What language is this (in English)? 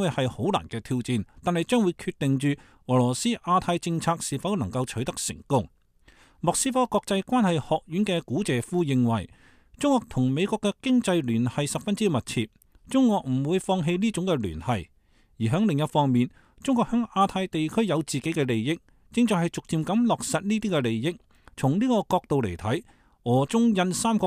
Cantonese